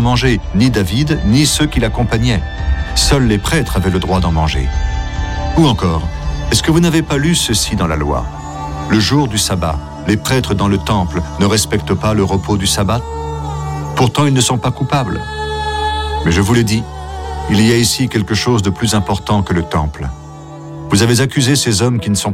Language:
French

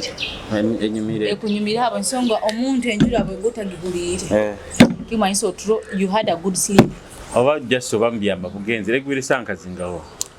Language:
Nyoro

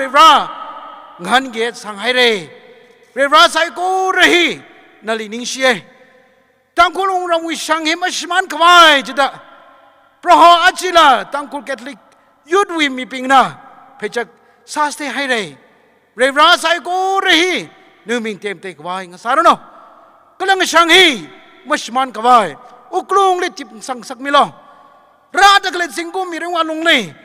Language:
Tangkhul Naga (India)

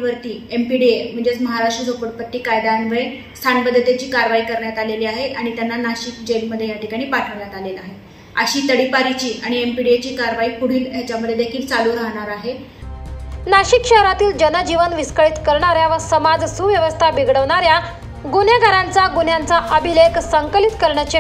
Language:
Marathi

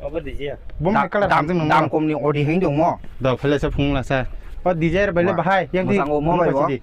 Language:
Kok Borok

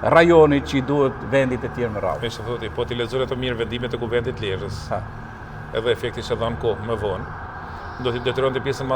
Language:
Albanian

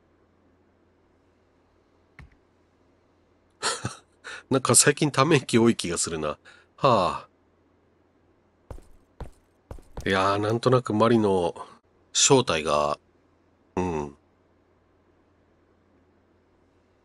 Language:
Japanese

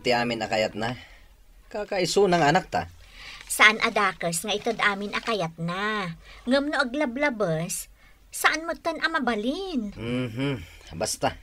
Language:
Iloko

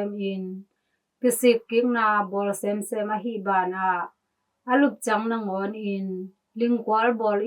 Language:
Tedim Chin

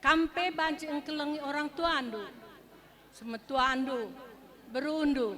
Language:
Batak Karo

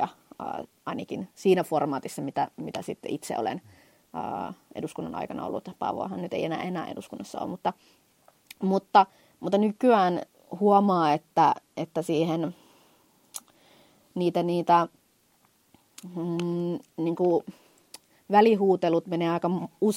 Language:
Finnish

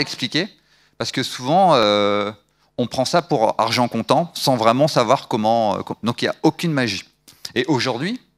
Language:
French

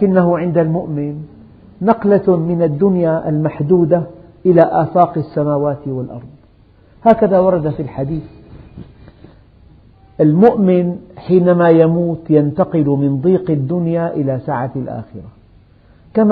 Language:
Arabic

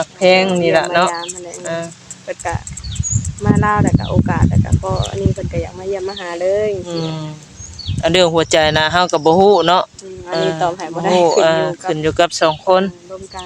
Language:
Northeastern Thai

